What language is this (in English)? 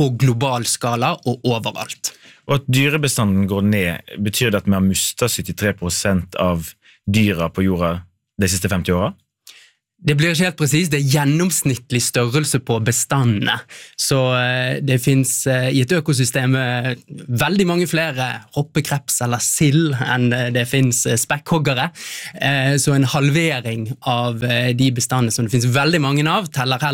Norwegian